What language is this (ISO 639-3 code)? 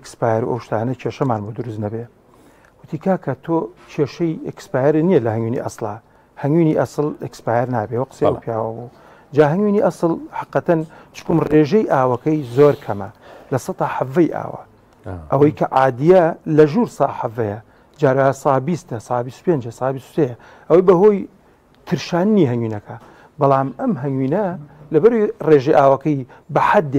ckb